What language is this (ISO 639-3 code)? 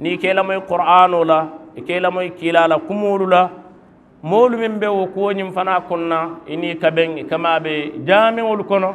man